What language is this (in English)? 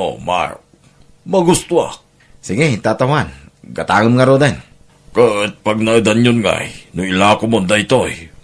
Iloko